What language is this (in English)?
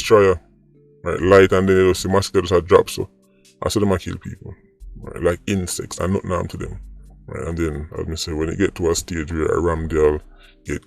Jamaican Creole English